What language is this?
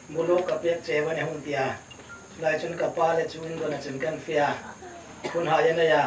Hmar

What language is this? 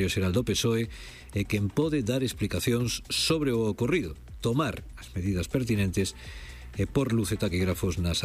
Galician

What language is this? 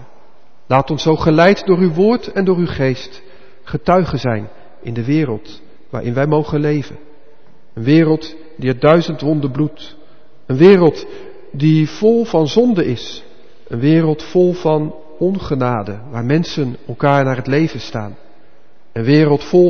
Dutch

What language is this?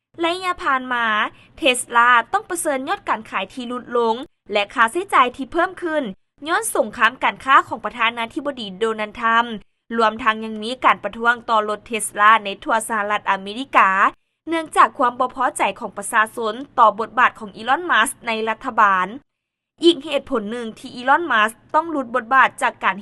Lao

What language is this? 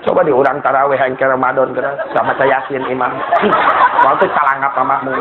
Sundanese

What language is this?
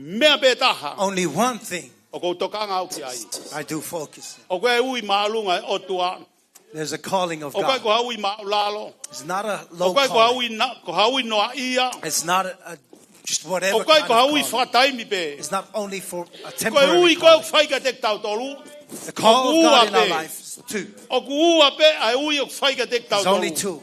Tongan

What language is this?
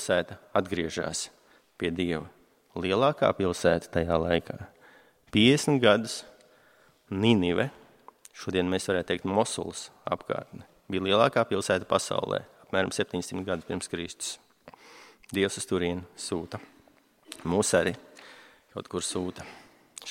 Latvian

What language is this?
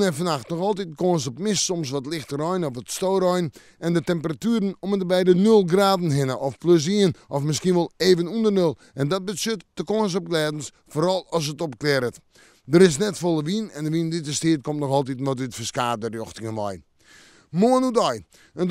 Western Frisian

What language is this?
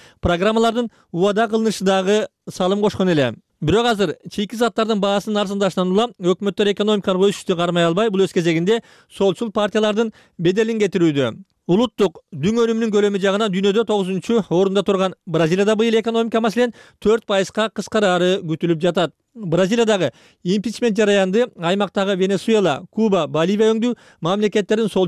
Kyrgyz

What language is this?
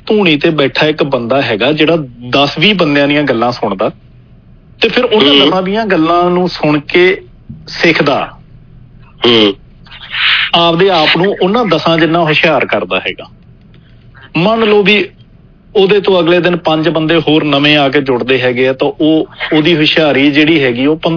Punjabi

